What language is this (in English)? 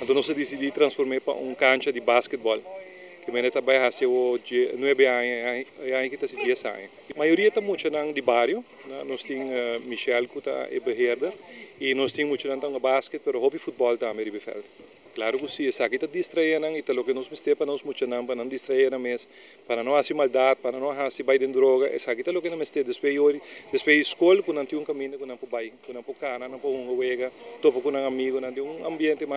Papiamento